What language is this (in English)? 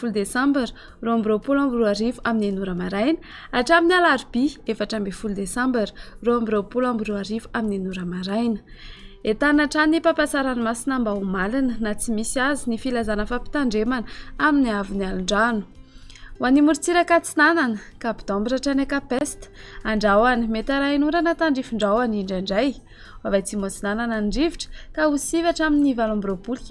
Malagasy